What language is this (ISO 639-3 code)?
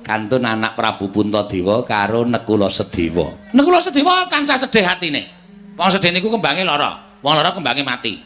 jav